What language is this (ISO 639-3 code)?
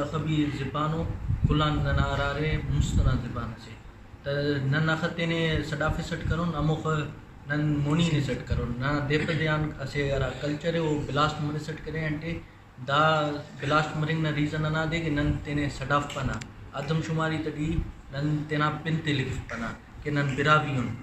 brh